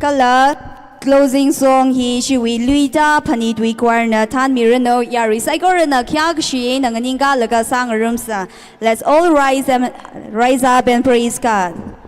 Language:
Tangkhul Naga (India)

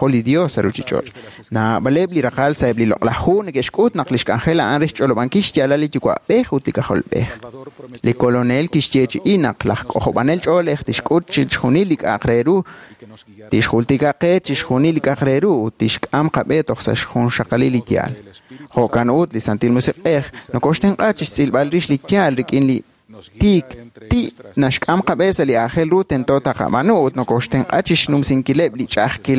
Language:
Kekchí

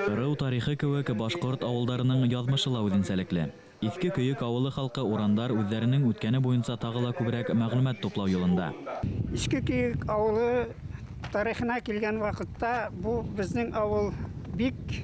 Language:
Bashkir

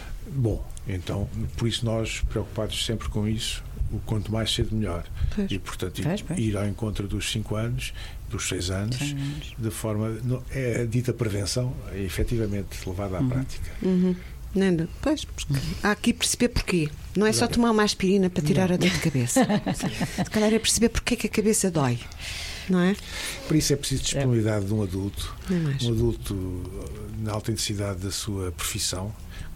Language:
Portuguese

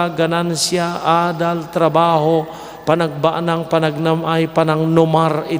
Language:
Iloko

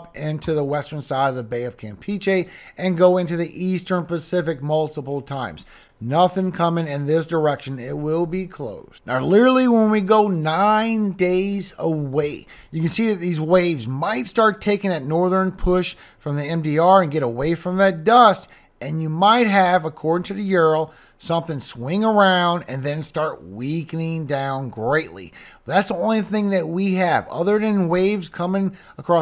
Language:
English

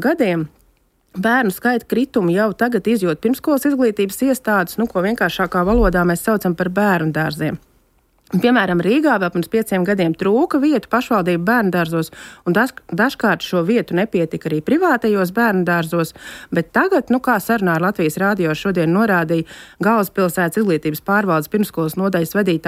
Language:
Latvian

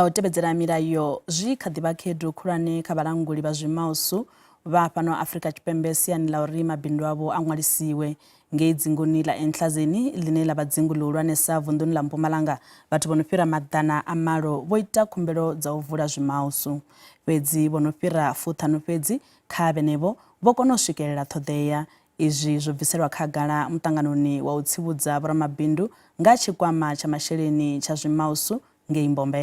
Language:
Venda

